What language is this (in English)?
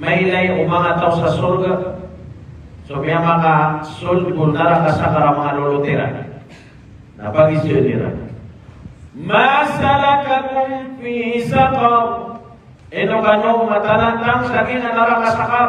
Maranao